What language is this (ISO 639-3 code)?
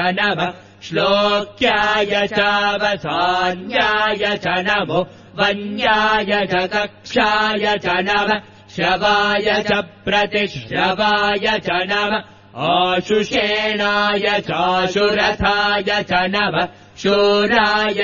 san